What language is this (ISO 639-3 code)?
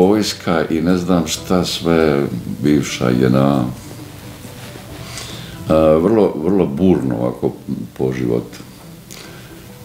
bos